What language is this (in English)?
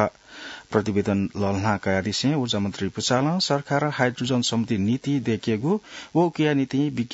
Newari